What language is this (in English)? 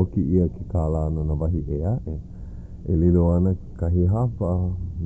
Hawaiian